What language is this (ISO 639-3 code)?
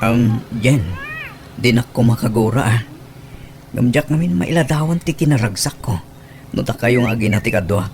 ilo